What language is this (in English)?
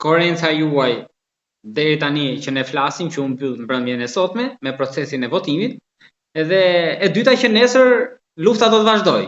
Albanian